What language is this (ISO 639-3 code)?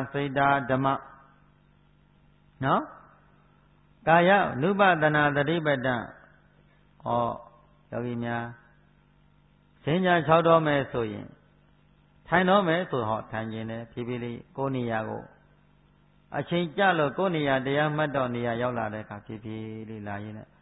mya